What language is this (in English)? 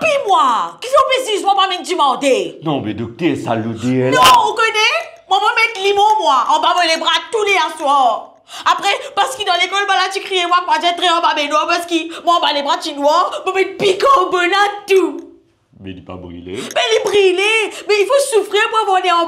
Morisyen